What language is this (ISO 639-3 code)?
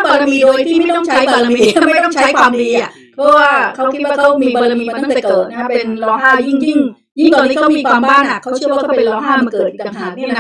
tha